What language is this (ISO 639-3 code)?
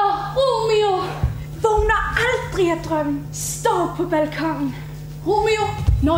dan